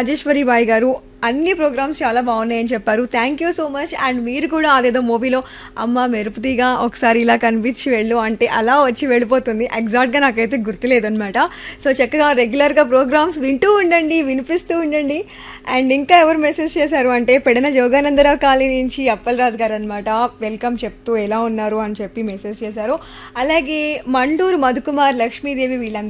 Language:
Telugu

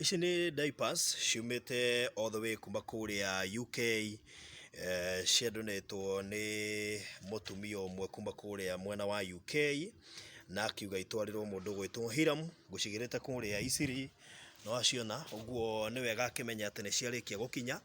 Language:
Kikuyu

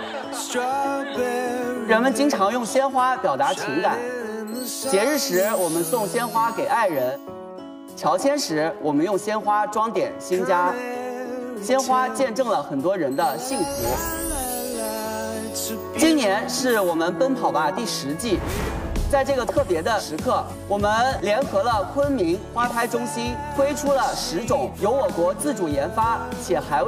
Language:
Chinese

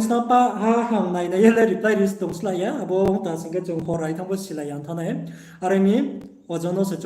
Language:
Riang (India)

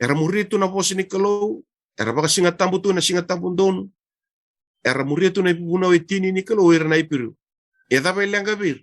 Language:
Fijian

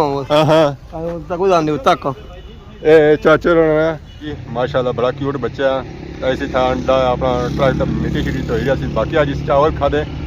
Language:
Pahari-Potwari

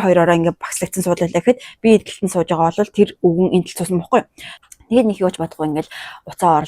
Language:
Mongolian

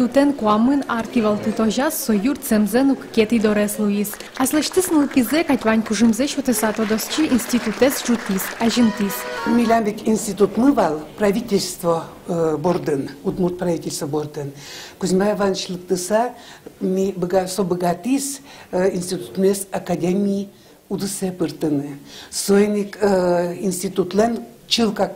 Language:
Udmurt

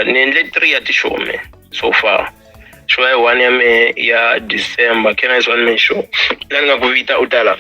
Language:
Tsonga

